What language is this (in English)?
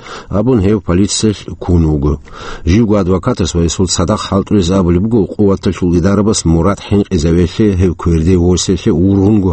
Avaric